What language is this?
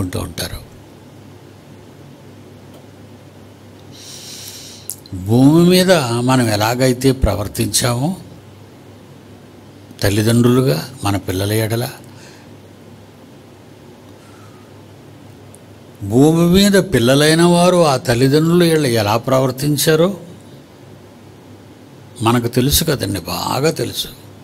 Telugu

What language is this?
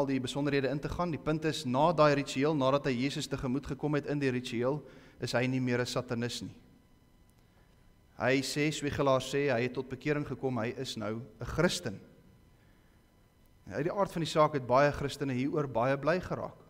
Afrikaans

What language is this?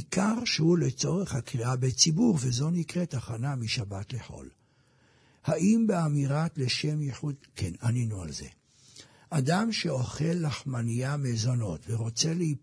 Hebrew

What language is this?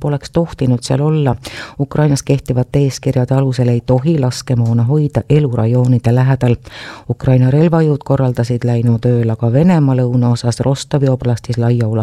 Estonian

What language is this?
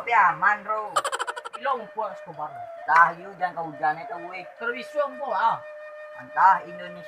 Minangkabau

